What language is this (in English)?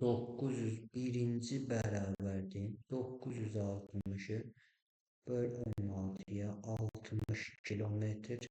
Azerbaijani